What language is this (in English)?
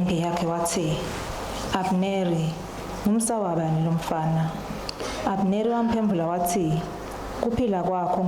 Swati